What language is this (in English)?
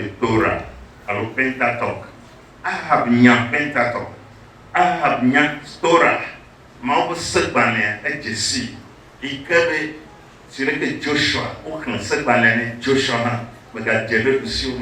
Ewe